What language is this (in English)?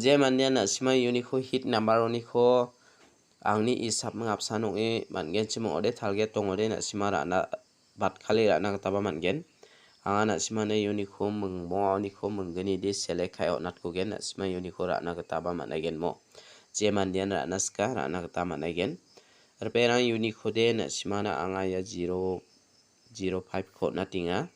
Garo